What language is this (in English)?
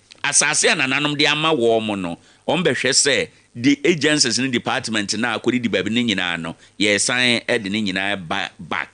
Akan